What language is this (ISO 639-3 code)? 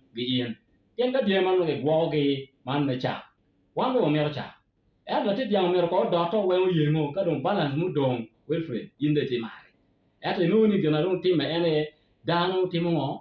ach